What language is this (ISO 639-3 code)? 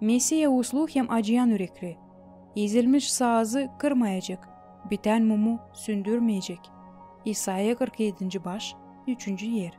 gag